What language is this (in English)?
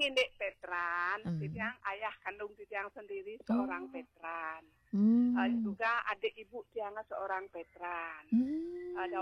Balinese